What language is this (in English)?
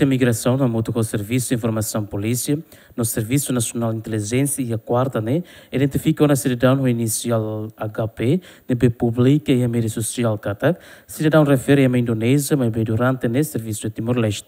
Tetum